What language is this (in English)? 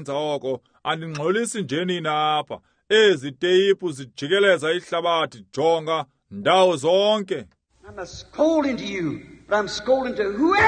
Xhosa